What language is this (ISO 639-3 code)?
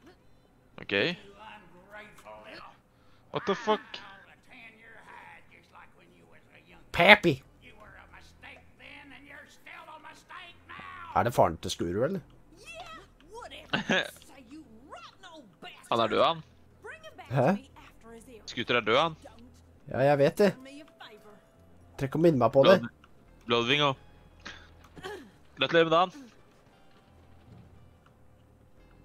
nor